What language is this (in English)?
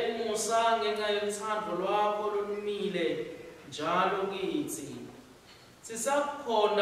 Swati